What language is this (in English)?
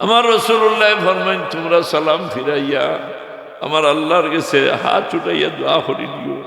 Sylheti